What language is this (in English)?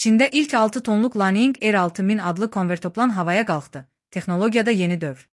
Azerbaijani